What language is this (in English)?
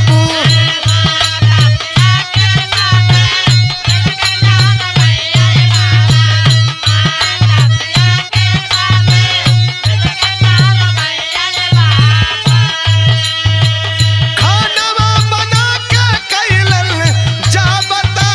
Bhojpuri